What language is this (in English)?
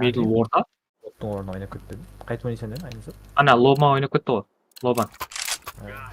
Kara-Kalpak